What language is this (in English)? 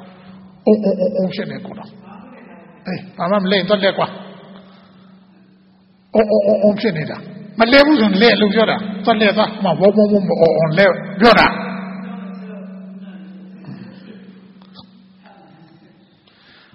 Burmese